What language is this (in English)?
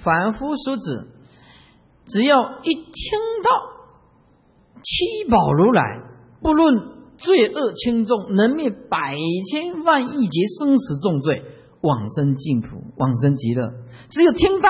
Chinese